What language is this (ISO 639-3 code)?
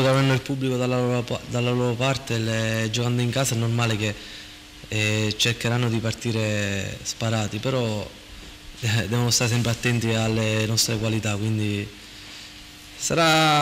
ita